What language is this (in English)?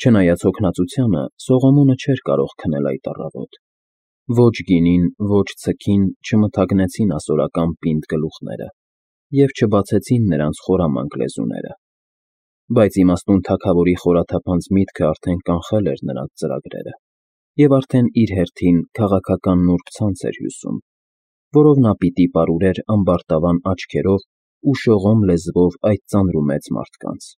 Armenian